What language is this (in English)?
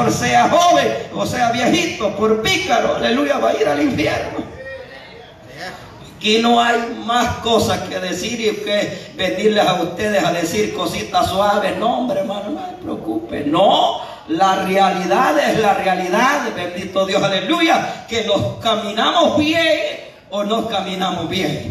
Spanish